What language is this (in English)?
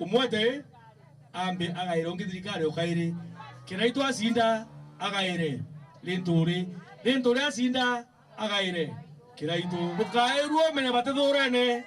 Meru